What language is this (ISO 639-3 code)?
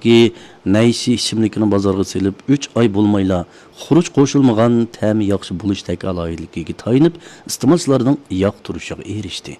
uig